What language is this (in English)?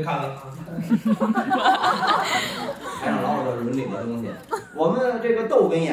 Chinese